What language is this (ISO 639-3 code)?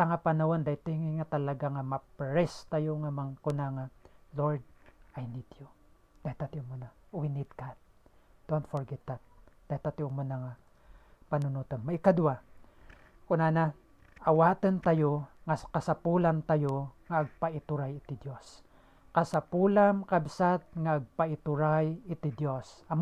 ilo